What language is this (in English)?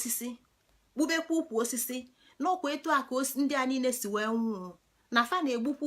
Igbo